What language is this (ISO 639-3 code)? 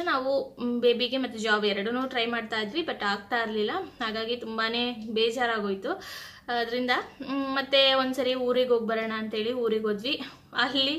kan